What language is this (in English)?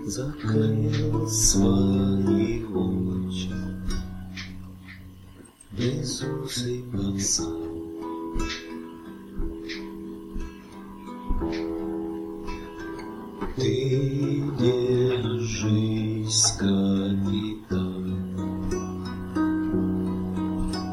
Russian